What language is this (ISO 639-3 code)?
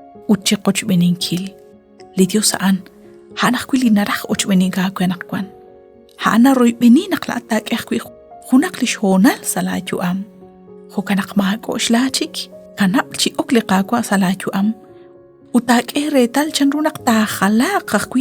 kek